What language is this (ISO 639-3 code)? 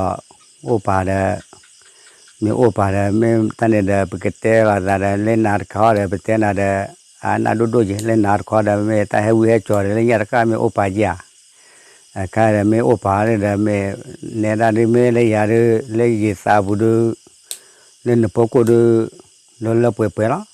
ksw